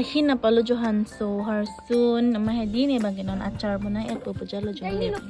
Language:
Karbi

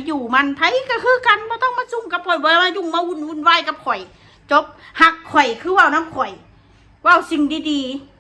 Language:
Northeastern Thai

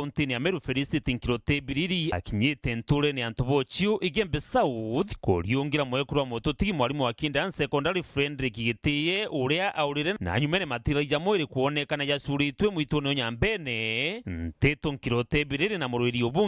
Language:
Meru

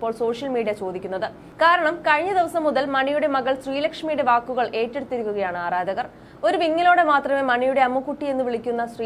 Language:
Malayalam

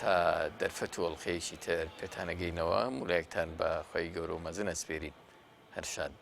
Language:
Central Kurdish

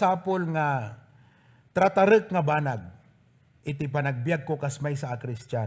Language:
Iloko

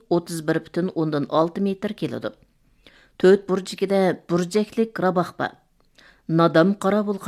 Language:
Uyghur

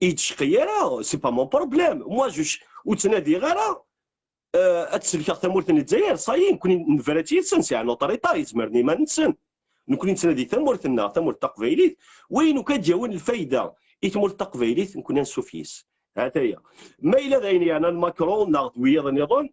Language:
Kabyle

